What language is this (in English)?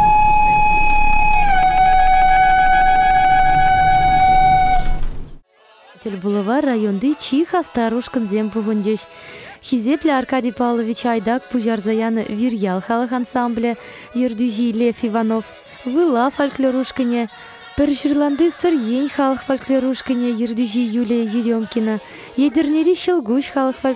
Chuvash